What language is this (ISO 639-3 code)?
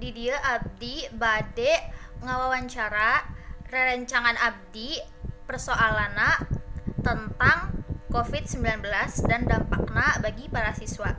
sun